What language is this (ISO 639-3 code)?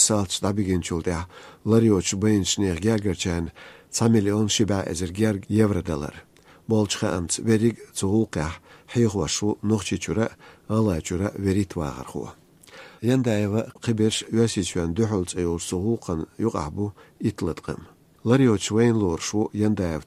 che